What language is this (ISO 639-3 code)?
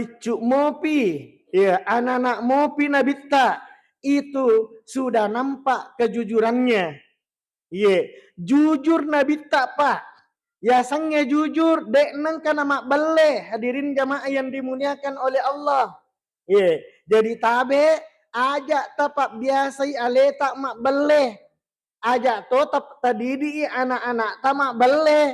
bug